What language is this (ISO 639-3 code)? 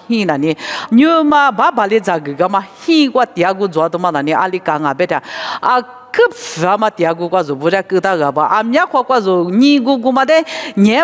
lis